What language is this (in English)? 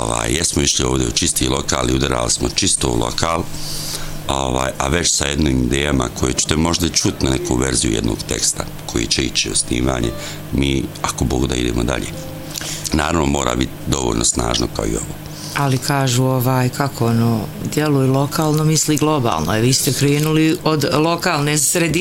Bosnian